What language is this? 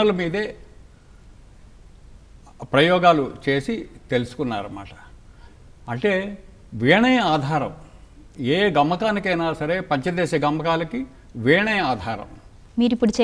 Telugu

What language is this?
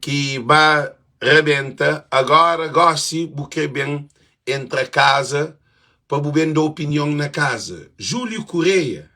Kabuverdianu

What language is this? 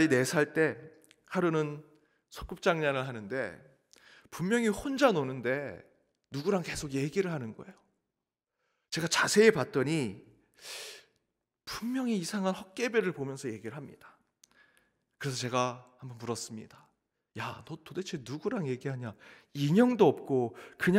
Korean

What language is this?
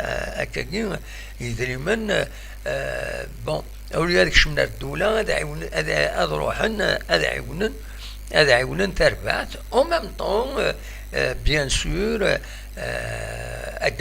Kabyle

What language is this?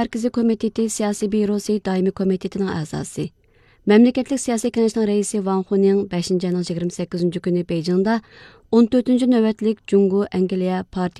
Uyghur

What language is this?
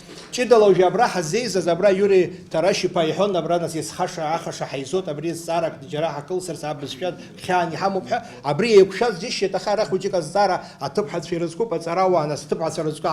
Abkhazian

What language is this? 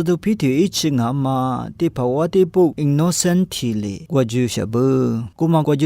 Lisu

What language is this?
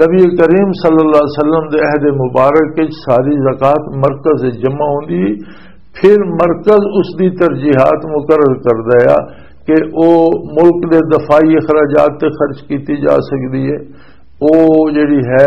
Western Panjabi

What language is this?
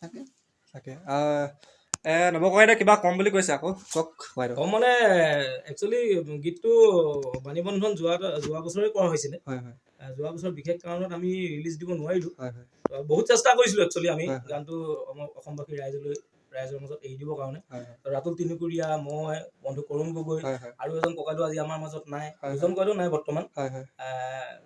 Assamese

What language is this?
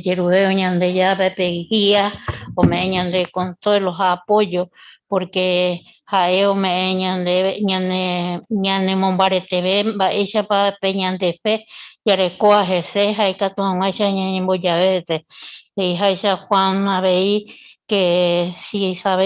Guarani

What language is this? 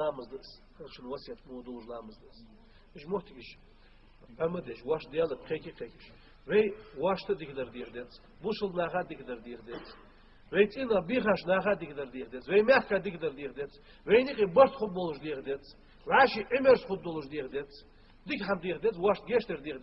Ingush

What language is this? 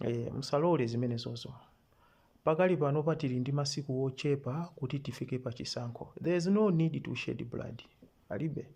Nyanja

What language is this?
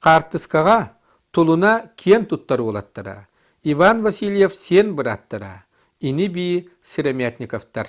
Yakut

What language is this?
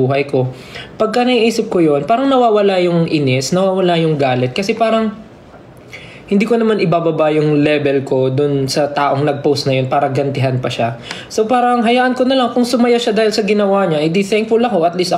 Filipino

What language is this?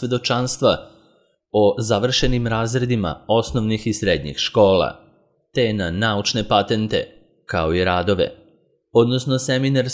Serbian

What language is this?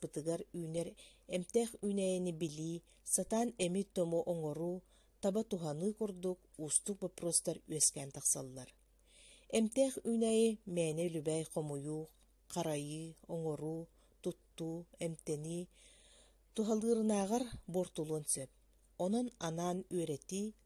Yakut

